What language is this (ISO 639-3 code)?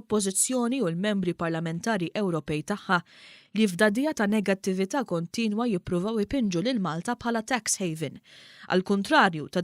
mlt